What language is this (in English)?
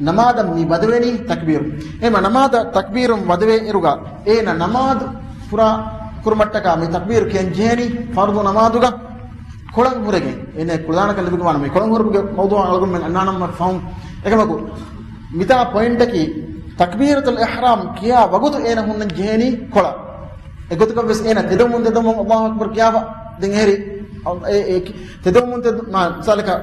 Divehi